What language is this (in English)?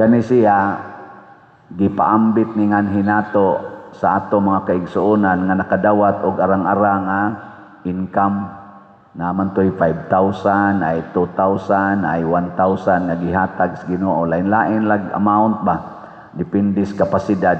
Cebuano